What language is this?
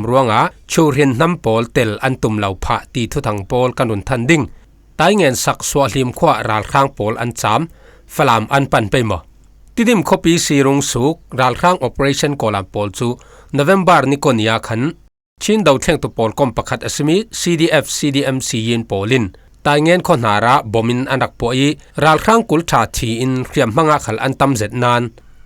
Falam Chin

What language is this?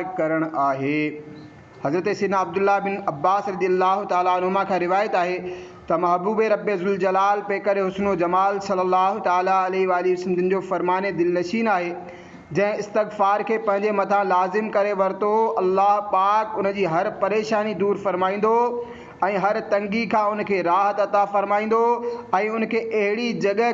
Sindhi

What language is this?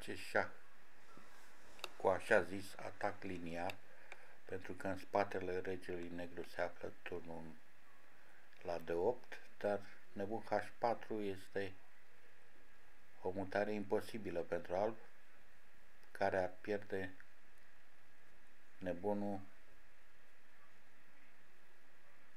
Romanian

